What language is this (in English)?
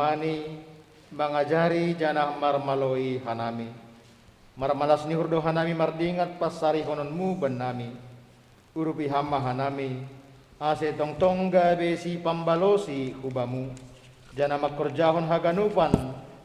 Batak Simalungun